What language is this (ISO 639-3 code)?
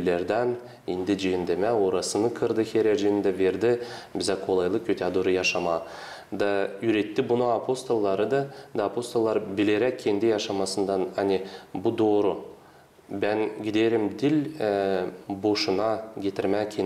gag